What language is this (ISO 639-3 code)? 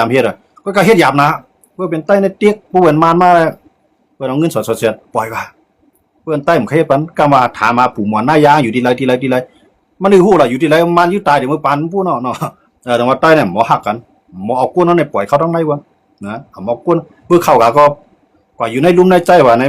shn